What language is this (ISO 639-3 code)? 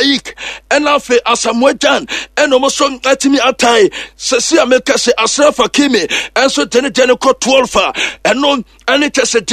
aka